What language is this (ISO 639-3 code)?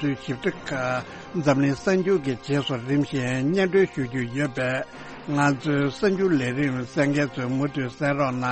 bod